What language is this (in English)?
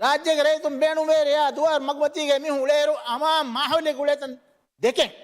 Divehi